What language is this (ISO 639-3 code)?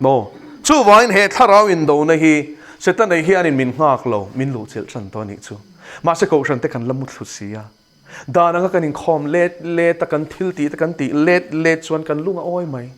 lus